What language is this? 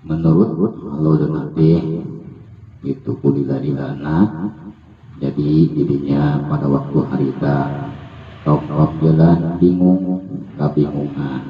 Sundanese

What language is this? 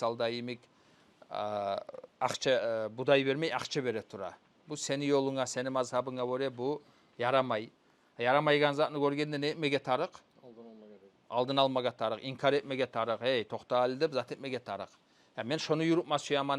Kumyk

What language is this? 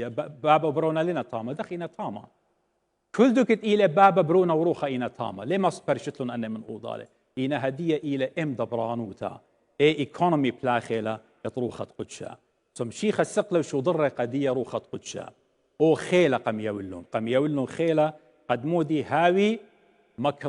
Assyrian Neo-Aramaic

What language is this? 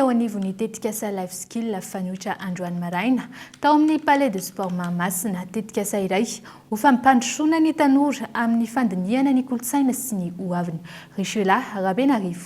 Malagasy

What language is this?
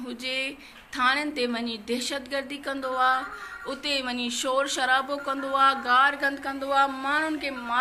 Sindhi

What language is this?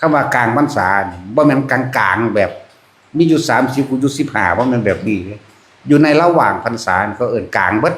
Northeastern Thai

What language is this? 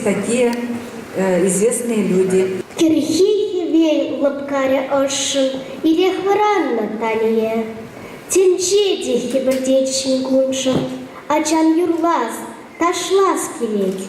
Chuvash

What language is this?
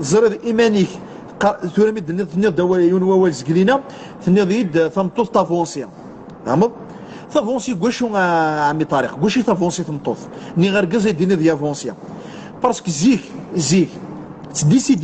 Kabyle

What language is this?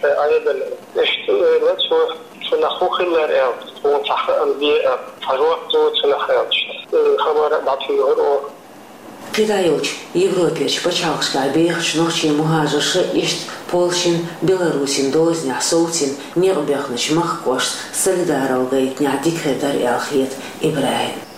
Chechen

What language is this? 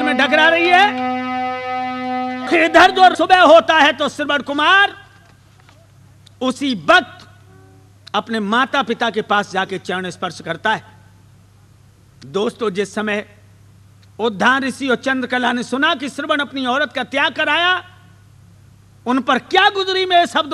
Hindi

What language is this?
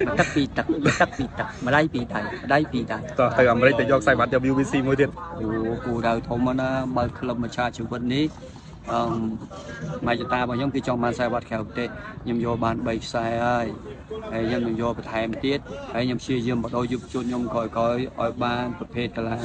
Khmer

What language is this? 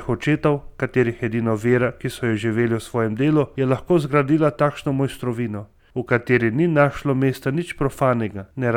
Slovenian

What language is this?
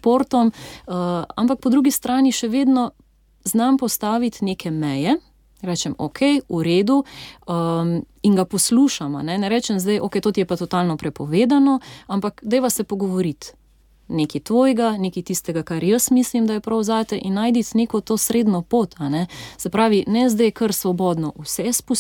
Slovenian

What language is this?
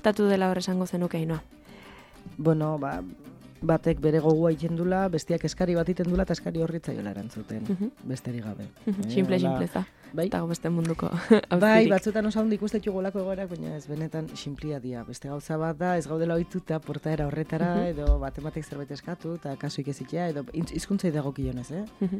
Basque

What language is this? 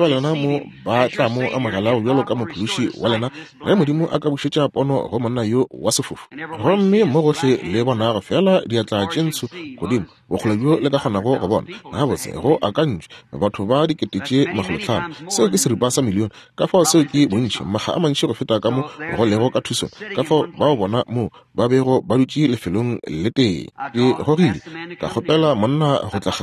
Northern Sotho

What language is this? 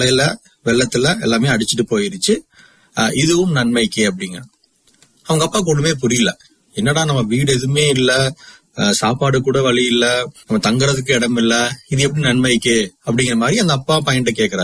Tamil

